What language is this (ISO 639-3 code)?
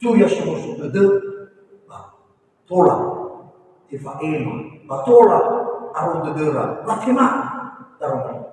nia